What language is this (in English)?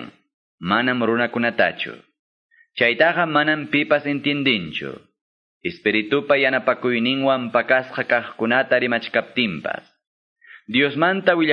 Quechua